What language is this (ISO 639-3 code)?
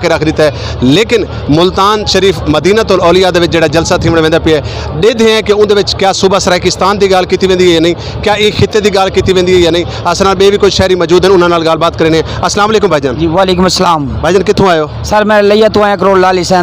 skr